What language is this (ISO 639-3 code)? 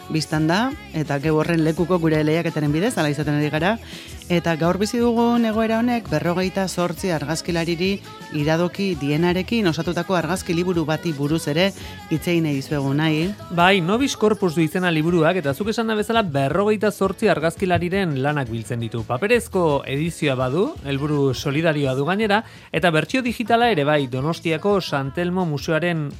eus